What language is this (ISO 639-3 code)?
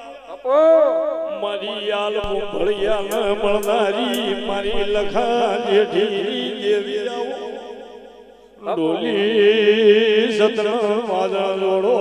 guj